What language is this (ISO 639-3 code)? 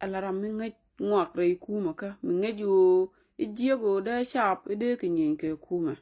nus